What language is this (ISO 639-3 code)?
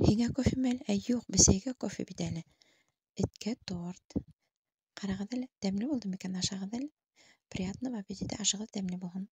bak